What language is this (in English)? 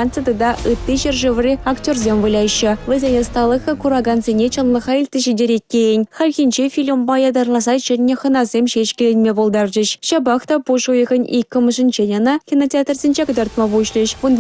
Chuvash